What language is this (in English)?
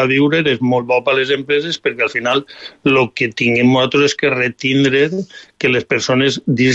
Catalan